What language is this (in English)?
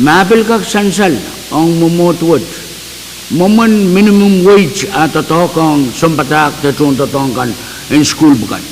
Pohnpeian